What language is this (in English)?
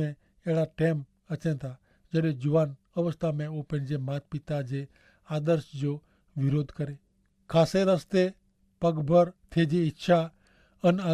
Kachhi